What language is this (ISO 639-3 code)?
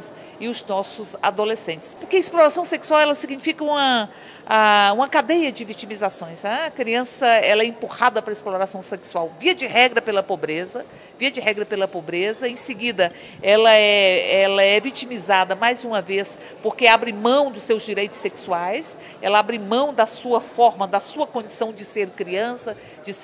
por